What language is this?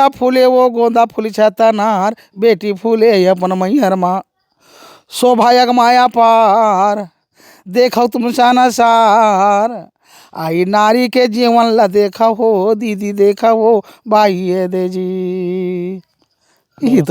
Chhattisgarhi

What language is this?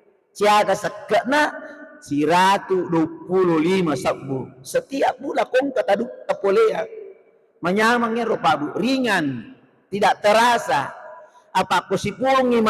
Buginese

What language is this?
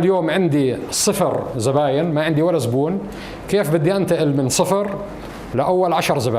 North Levantine Arabic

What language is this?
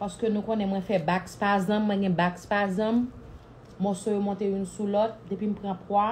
Haitian Creole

